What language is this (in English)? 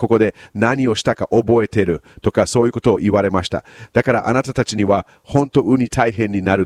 Japanese